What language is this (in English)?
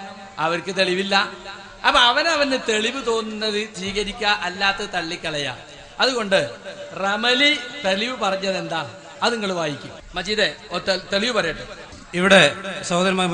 Malayalam